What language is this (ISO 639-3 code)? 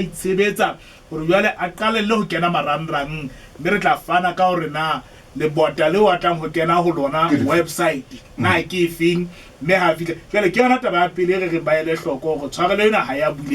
sot